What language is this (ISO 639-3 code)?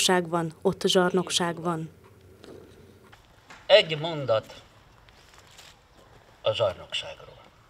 hun